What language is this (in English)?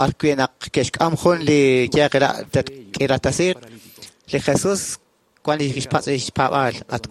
Kekchí